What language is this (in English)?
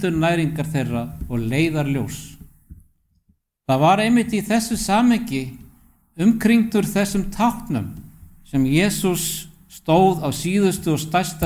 Icelandic